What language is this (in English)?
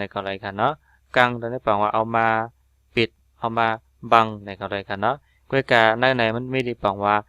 Shan